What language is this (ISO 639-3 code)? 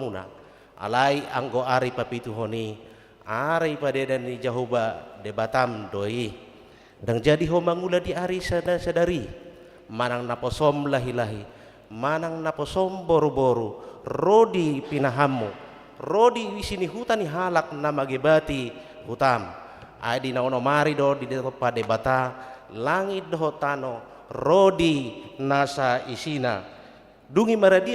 bbc